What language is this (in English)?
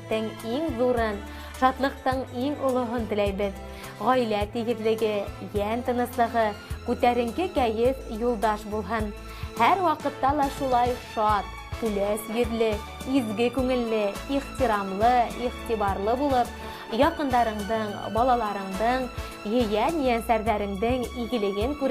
Bashkir